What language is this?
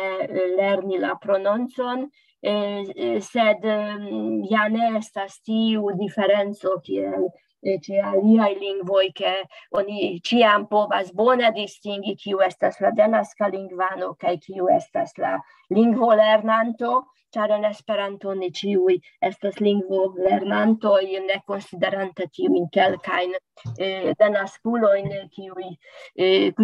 Esperanto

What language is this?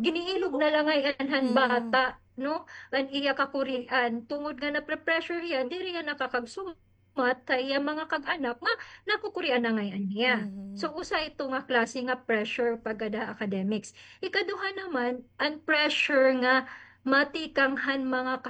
Waray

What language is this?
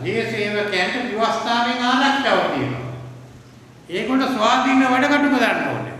Sinhala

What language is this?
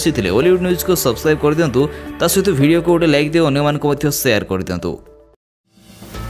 Odia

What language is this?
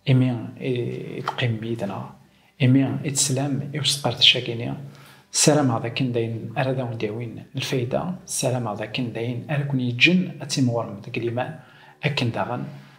Kabyle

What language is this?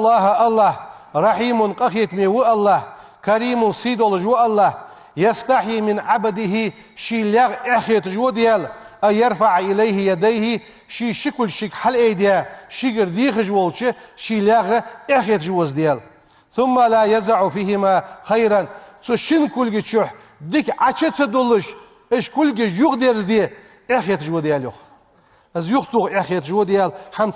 Ingush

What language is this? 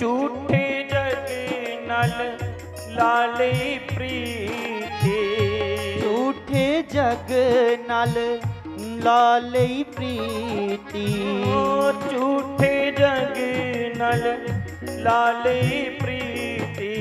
Dogri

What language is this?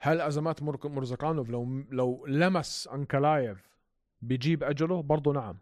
North Levantine Arabic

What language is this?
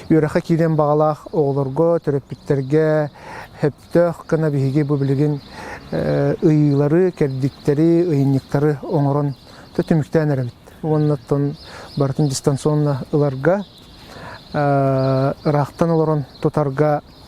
Yakut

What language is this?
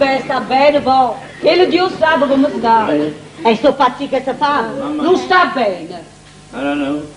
Neapolitan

